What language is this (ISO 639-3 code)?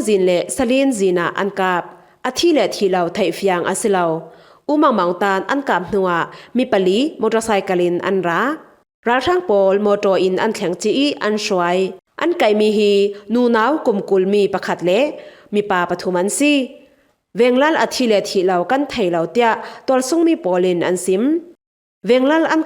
cfm